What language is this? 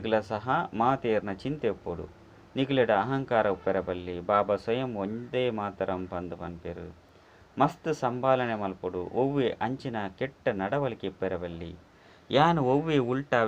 Tulu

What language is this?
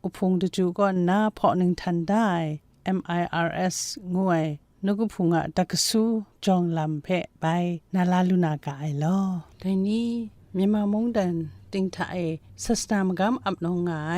Kachin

